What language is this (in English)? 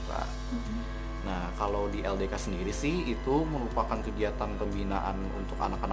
Indonesian